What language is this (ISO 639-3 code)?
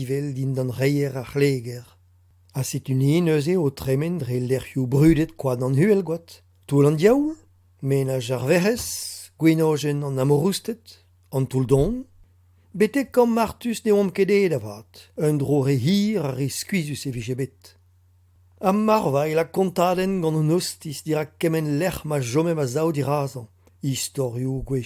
bre